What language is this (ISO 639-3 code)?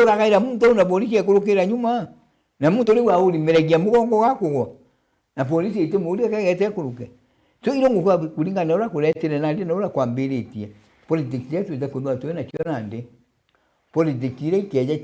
mer